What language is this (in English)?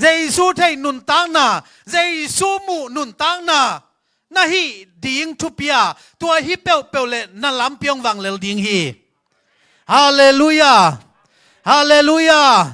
Tedim Chin